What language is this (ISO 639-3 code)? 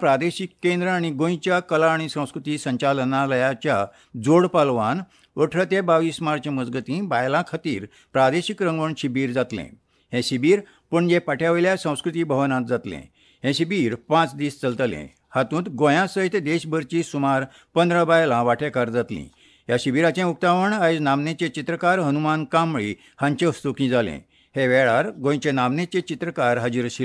kok